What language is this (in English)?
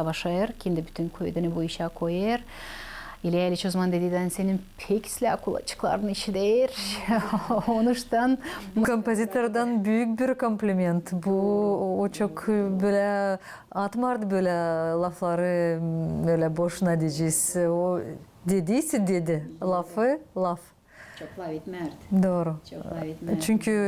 Gagauz